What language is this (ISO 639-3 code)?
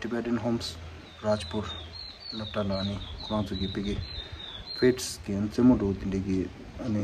bod